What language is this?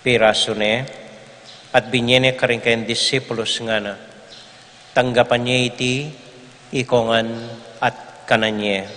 Pampanga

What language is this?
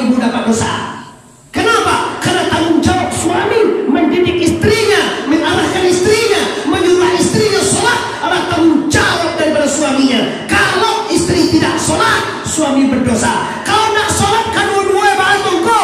Minangkabau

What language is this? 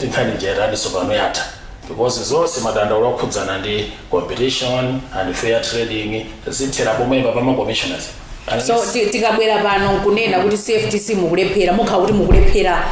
Nyanja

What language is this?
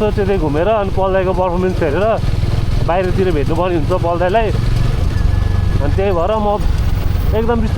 Nepali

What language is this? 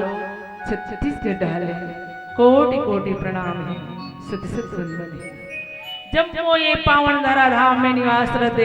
Chhattisgarhi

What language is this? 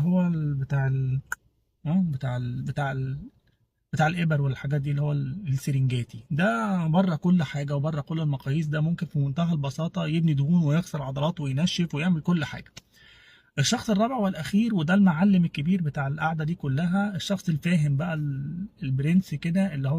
Egyptian Arabic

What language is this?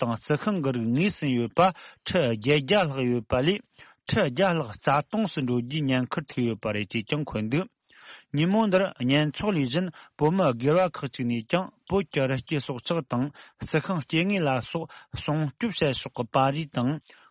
Tibetan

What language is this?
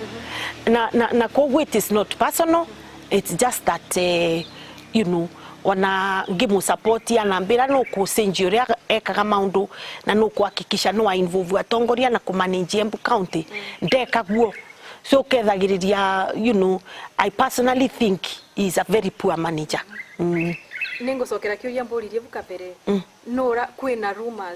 Meru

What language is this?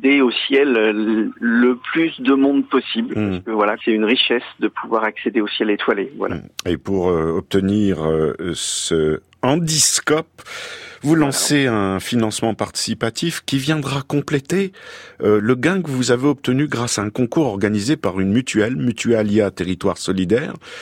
French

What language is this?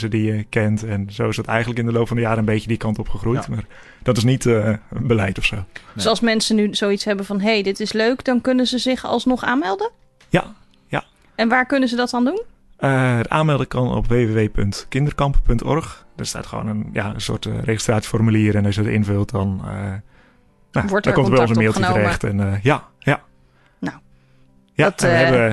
Dutch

